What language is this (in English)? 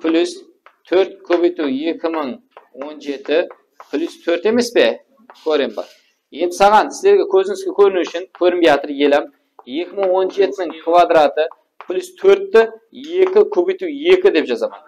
Kara-Kalpak